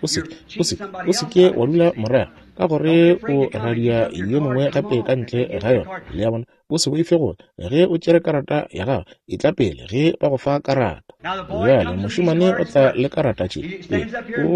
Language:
Northern Sotho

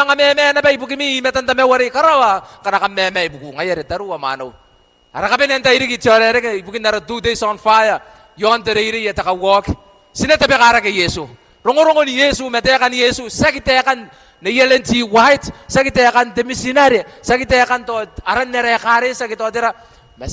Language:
Gilbertese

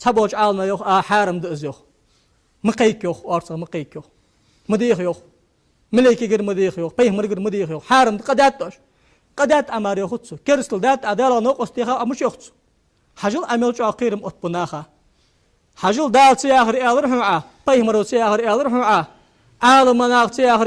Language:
Ingush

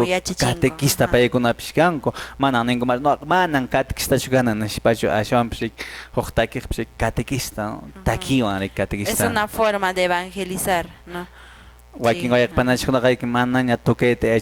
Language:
Quechua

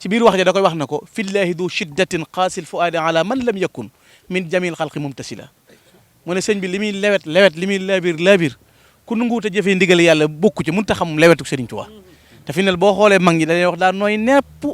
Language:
Wolof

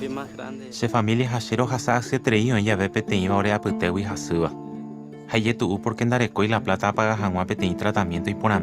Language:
Guarani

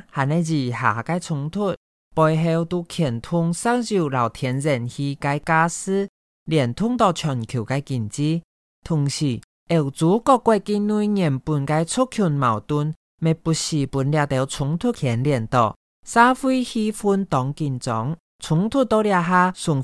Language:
Hakka Chinese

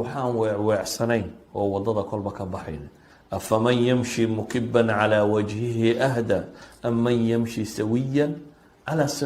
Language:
Somali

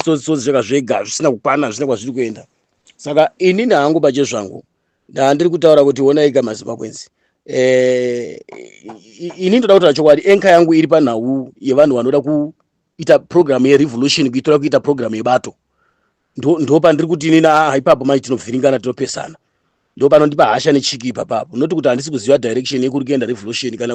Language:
Shona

